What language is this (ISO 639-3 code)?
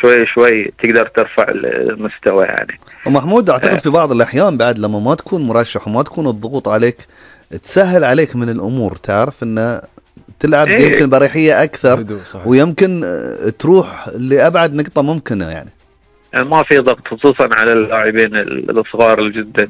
afb